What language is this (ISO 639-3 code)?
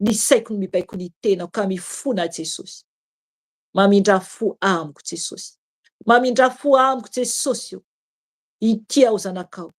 mlg